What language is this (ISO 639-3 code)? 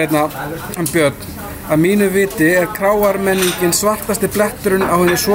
isl